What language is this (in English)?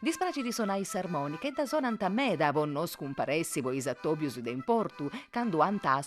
Sardinian